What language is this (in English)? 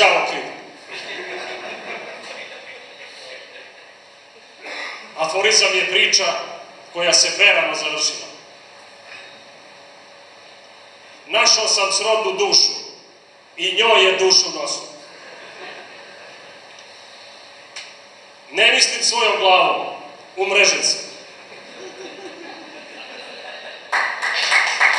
Serbian